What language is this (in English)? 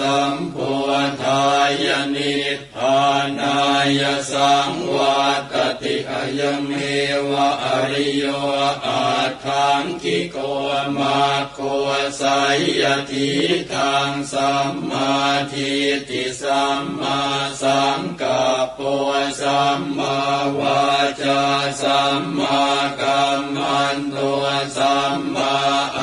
Pali